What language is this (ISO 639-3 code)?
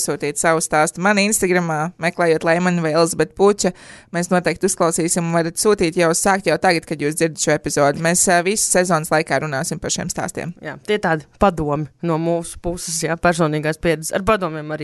lav